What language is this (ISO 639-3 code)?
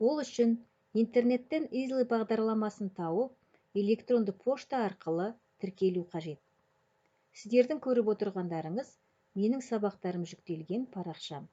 kaz